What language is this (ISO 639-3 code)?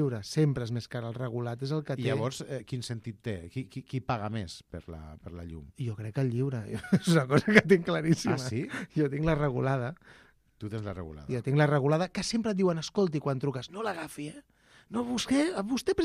cat